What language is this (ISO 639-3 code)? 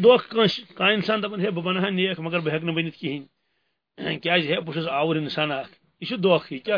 kas